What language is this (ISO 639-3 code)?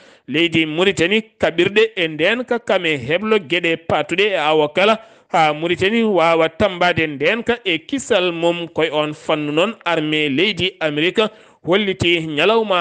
ful